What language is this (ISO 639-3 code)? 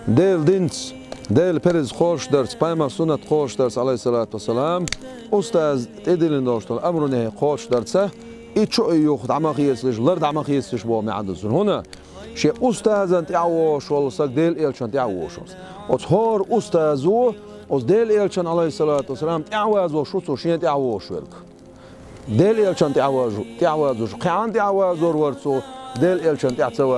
che